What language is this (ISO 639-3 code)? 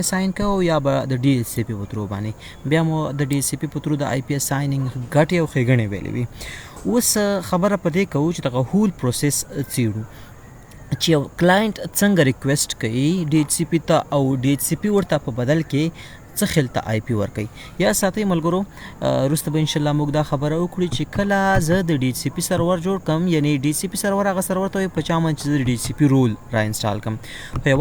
pus